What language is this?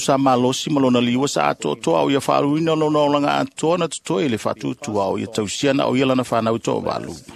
Samoan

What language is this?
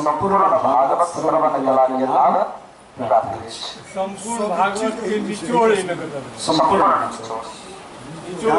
Maithili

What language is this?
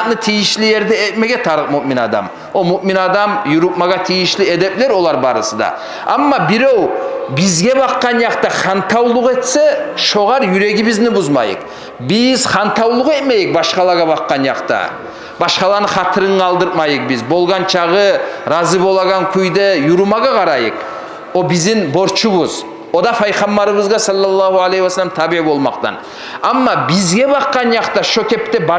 Kumyk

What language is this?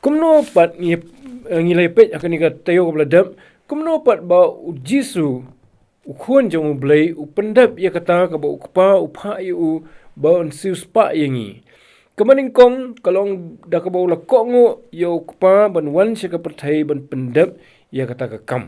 Khasi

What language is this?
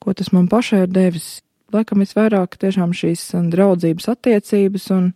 Latvian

